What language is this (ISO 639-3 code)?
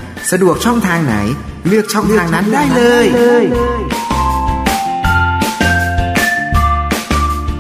tha